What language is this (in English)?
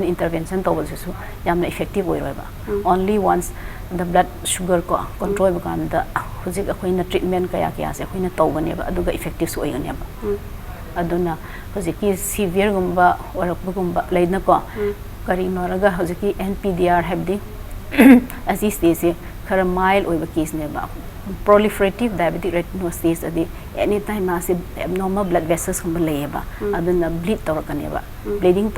Manipuri